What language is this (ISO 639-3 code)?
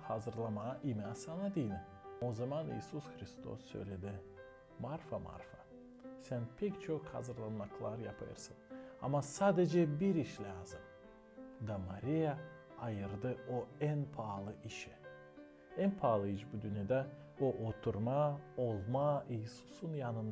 gag